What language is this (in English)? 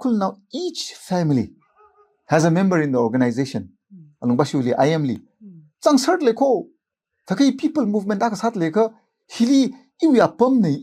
Tangkhul Naga (India)